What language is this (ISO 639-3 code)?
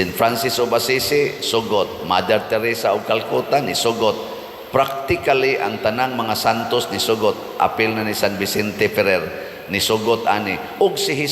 ceb